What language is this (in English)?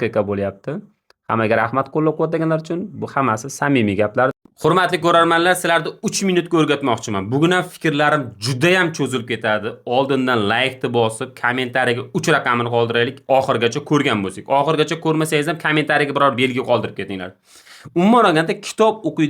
Uzbek